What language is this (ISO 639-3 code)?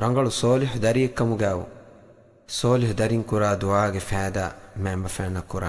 div